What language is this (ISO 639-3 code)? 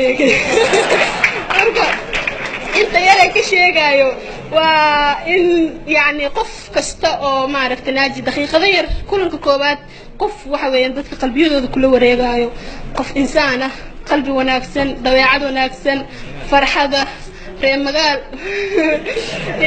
som